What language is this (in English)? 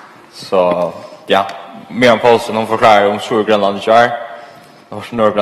Faroese